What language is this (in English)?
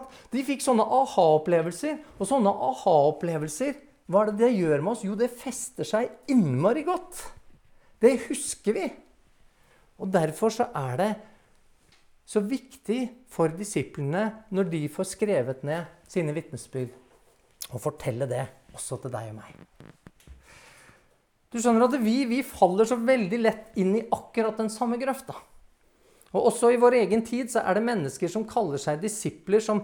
Norwegian